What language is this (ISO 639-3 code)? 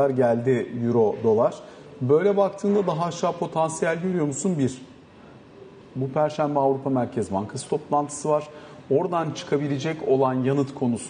tur